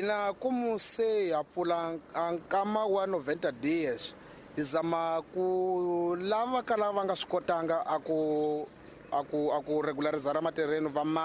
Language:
Tsonga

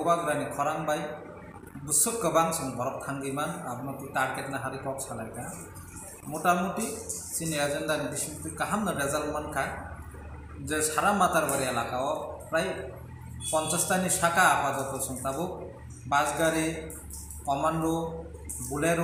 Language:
Kok Borok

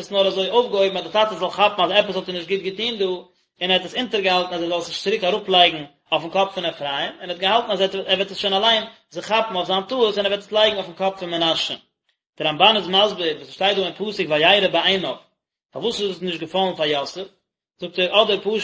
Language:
Yiddish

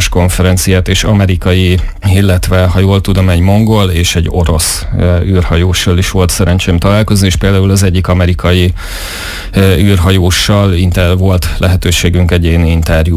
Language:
Hungarian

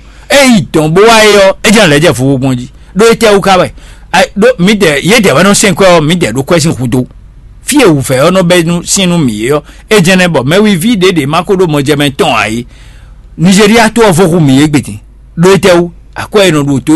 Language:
Fon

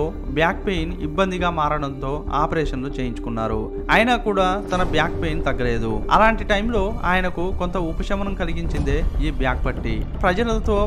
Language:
Telugu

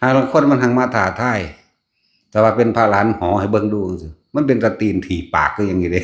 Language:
Northeastern Thai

